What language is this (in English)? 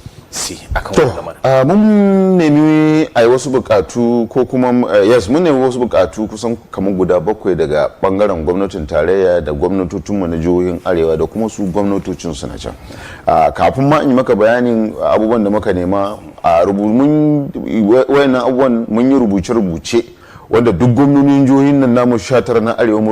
Hausa